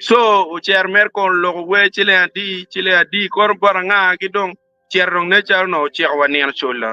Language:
Acoli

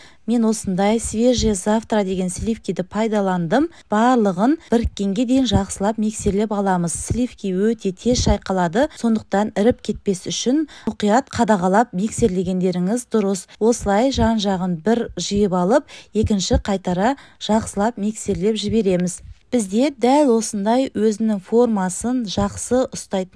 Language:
Kazakh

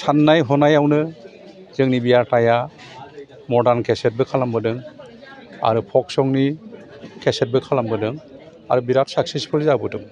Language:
Bodo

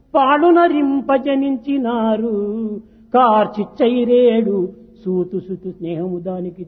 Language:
Telugu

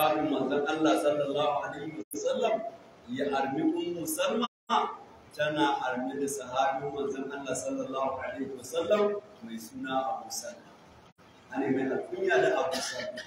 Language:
Hausa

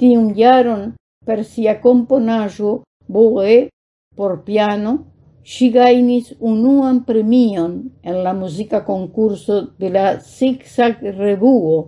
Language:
Esperanto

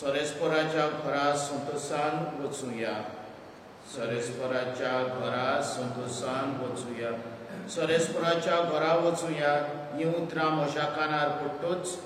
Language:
Konkani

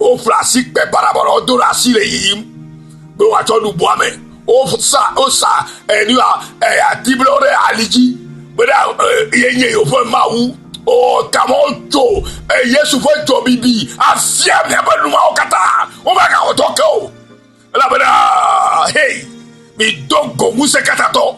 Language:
Ewe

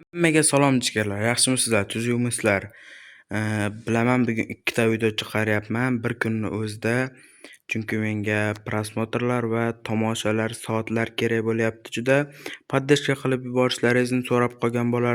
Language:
Uzbek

